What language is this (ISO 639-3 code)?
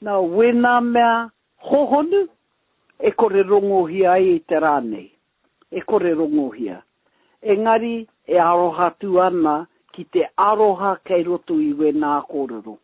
mri